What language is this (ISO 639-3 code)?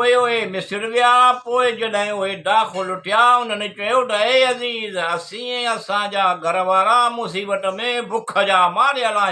snd